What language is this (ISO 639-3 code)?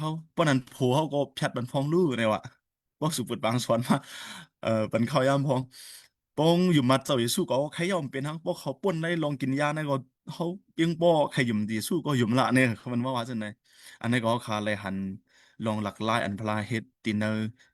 shn